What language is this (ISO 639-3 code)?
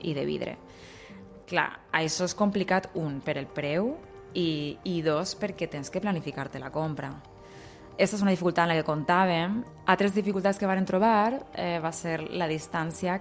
cat